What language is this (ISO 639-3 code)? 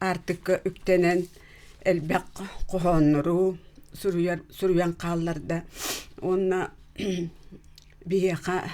sah